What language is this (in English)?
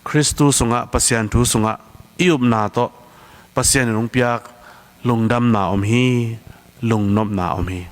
Tedim Chin